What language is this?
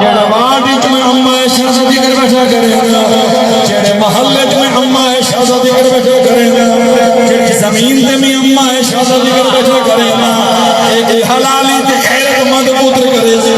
Saraiki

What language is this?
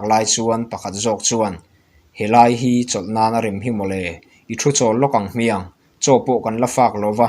Mizo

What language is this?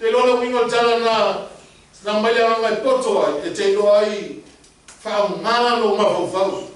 Samoan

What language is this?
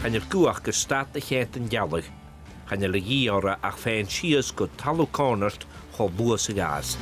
Scottish Gaelic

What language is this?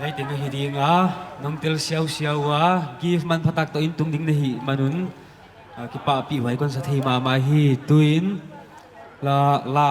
Paite Chin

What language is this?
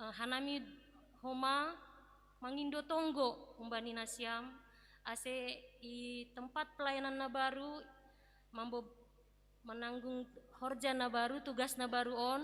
Batak Simalungun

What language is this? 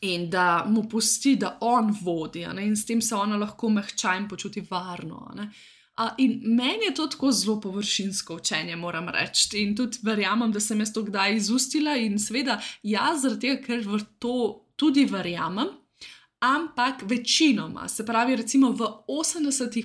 Slovenian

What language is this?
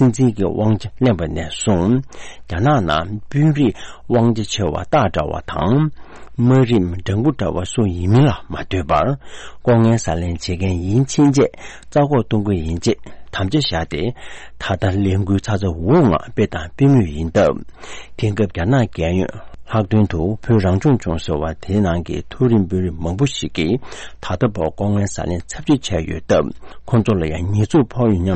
Tibetan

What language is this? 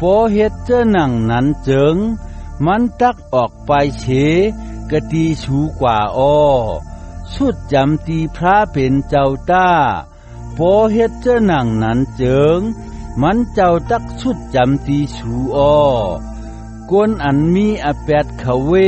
Shan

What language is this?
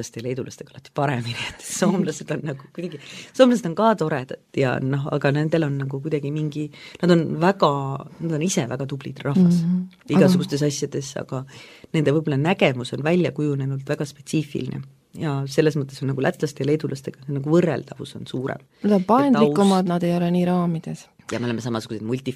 Estonian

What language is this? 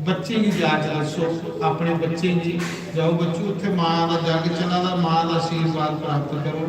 Dogri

